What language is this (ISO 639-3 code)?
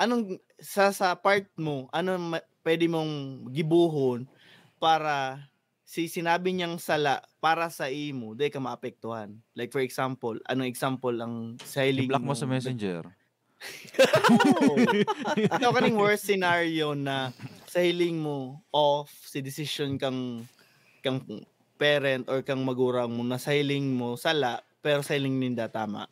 bik